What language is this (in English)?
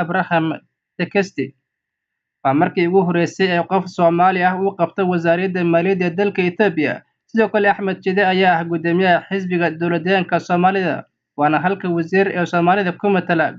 Somali